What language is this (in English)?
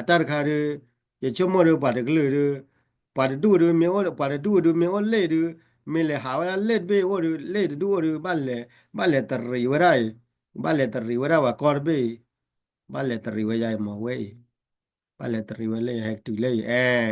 S'gaw Karen